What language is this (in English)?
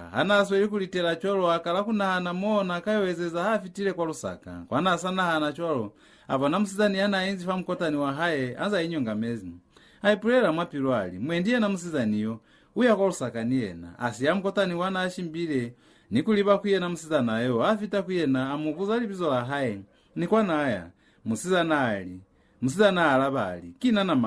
Lozi